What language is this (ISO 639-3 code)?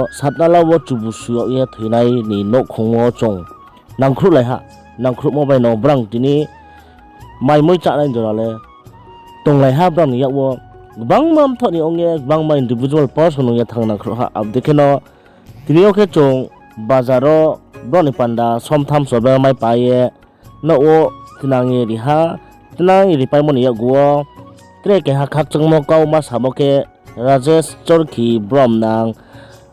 ria